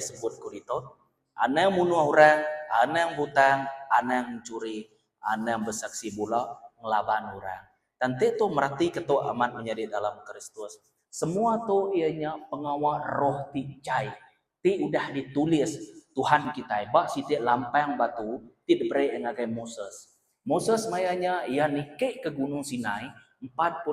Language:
Iban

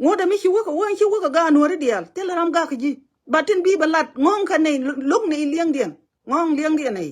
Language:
Nuer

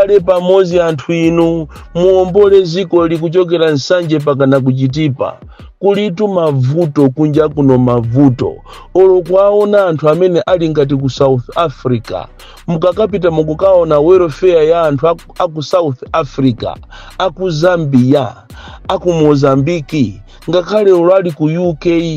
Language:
Nyanja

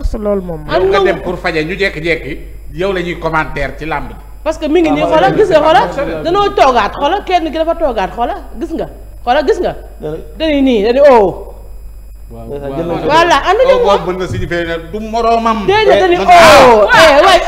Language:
Wolof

